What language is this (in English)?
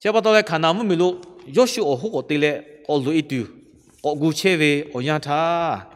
Lahu